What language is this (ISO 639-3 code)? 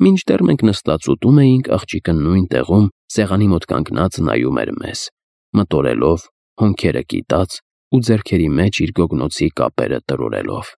hye